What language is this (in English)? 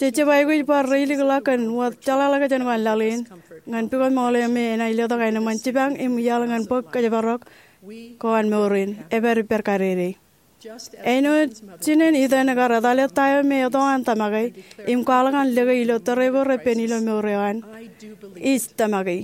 Marshallese